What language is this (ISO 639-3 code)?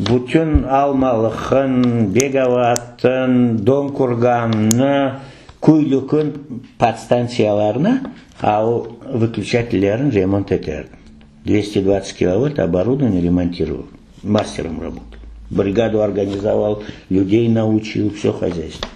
crh